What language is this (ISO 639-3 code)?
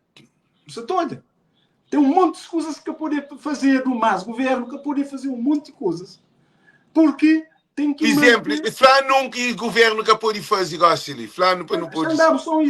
kea